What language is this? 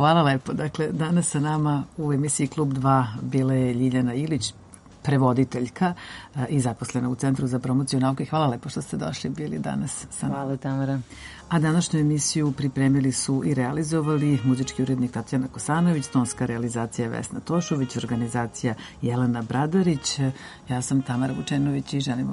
Serbian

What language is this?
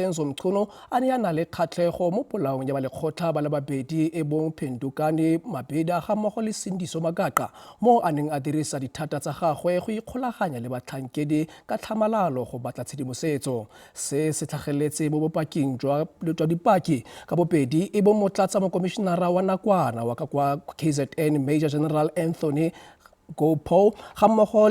Tswana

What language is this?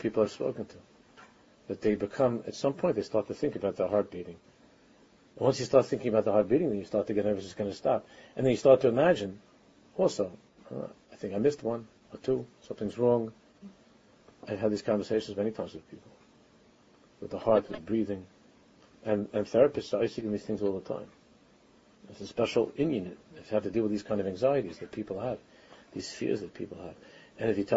English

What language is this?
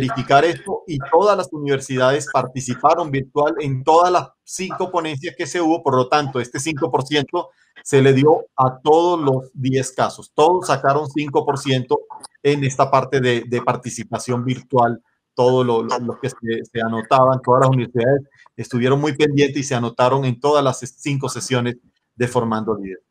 Spanish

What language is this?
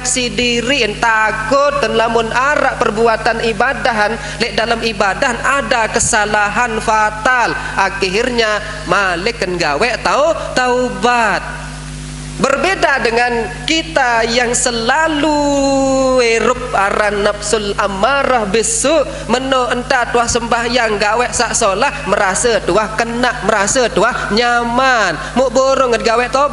Sasak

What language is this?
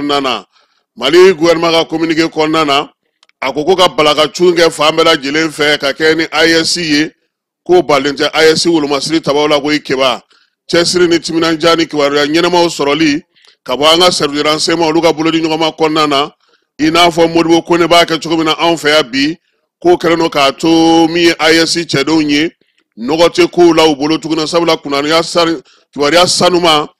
Bambara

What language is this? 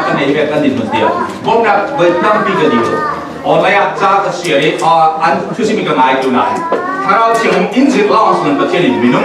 Falam Chin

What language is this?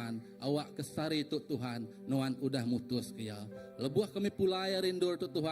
Iban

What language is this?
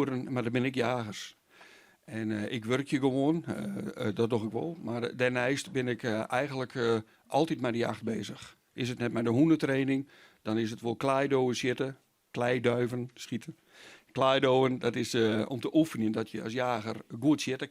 Western Frisian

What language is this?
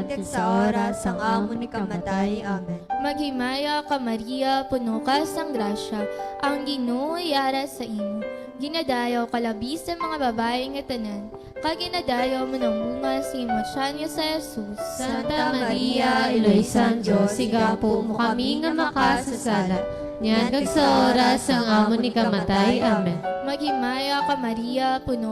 Hiligaynon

